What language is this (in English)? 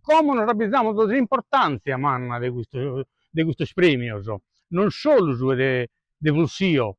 Sardinian